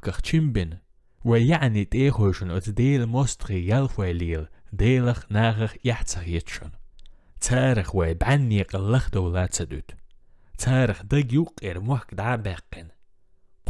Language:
Chechen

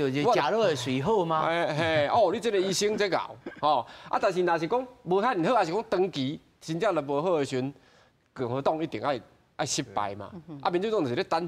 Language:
Min Nan Chinese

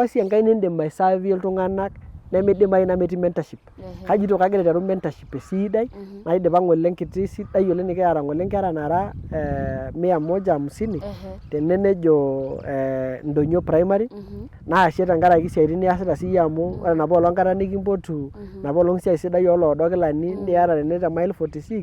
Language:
Masai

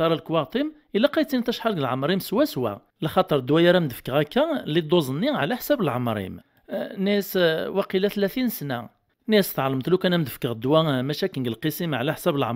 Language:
Kabyle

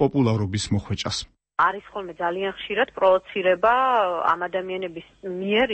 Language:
Georgian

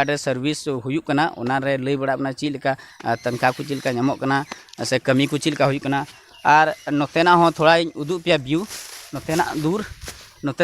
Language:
Santali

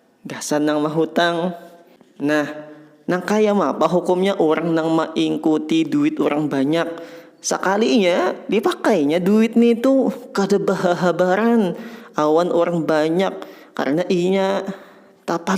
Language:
Banjar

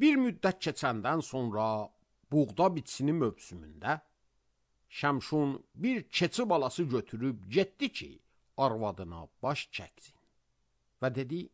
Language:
Azerbaijani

